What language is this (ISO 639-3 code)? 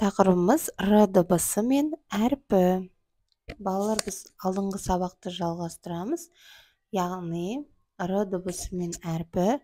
kaz